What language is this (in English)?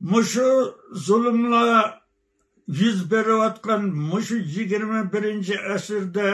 Uyghur